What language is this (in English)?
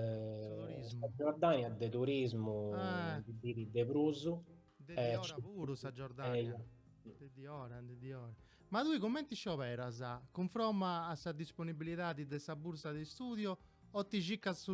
Sardinian